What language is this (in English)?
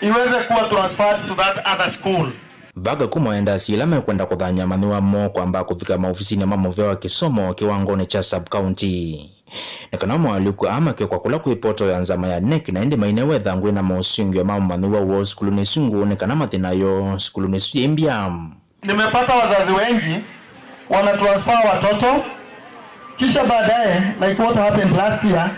Kamba